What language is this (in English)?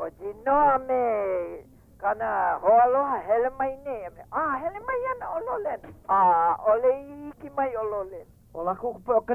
Hawaiian